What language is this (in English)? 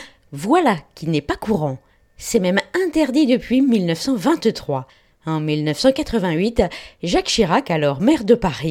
French